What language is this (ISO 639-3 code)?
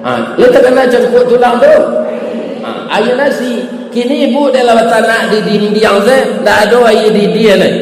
min